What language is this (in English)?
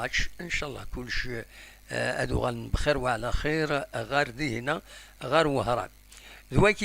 Kabyle